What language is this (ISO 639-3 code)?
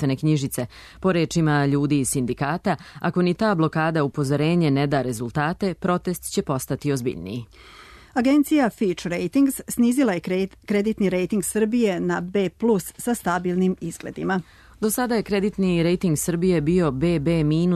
srp